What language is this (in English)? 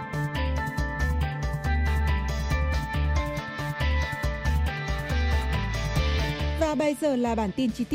Vietnamese